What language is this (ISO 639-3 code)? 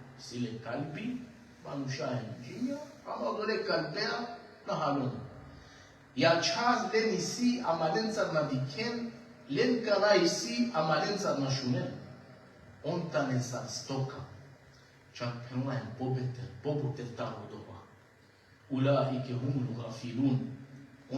rmn